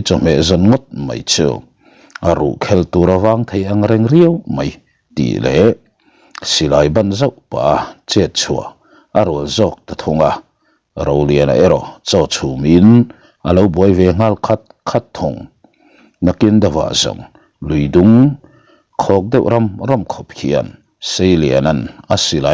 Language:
Mizo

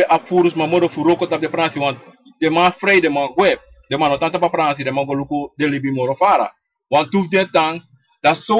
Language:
Sranan Tongo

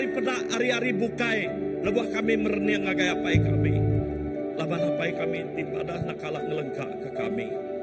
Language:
Iban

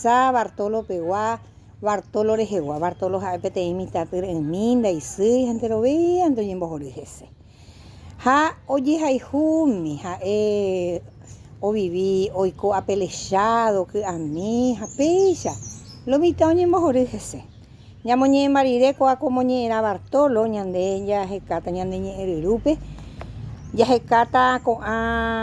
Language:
Guarani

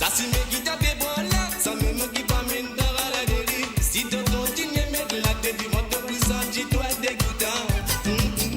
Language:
Morisyen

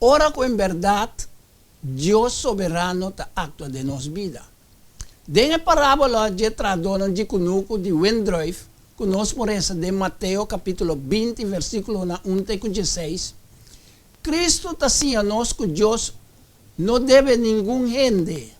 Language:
Papiamento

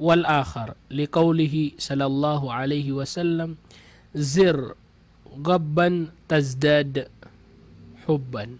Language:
Maranao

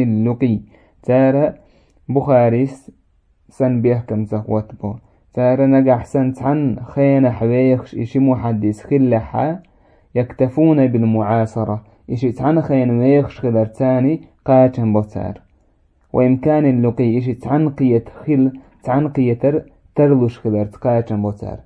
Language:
Chechen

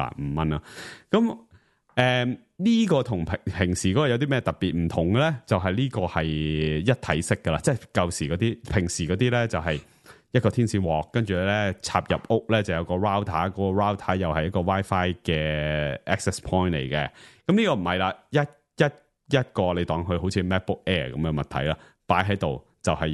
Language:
Cantonese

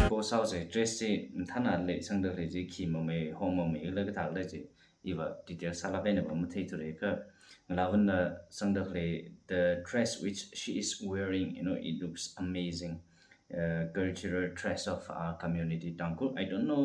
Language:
Tangkhul Naga (India)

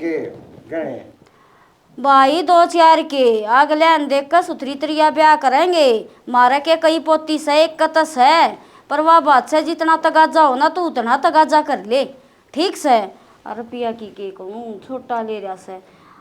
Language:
Haryanvi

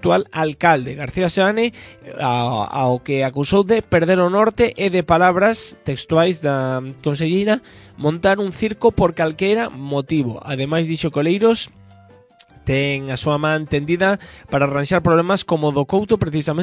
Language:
Galician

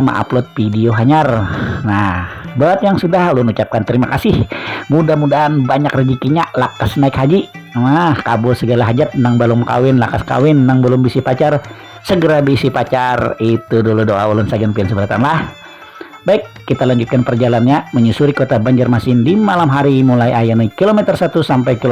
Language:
Banjar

